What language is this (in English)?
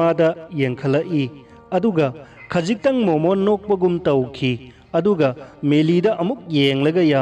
Manipuri